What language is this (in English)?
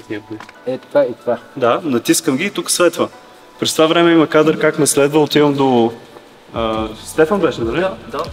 Bulgarian